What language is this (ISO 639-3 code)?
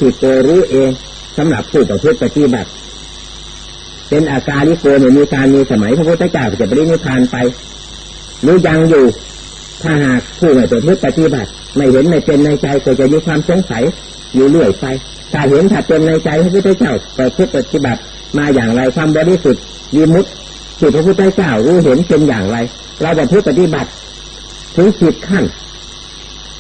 tha